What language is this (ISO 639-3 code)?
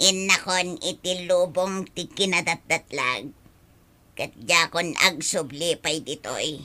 ilo